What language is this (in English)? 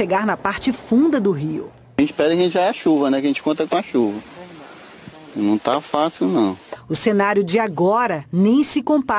Portuguese